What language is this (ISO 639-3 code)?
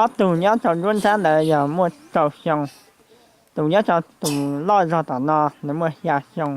hmn